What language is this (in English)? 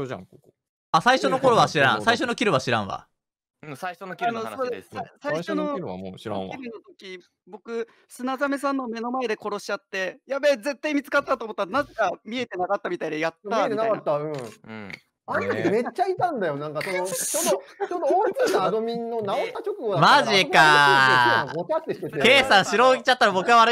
Japanese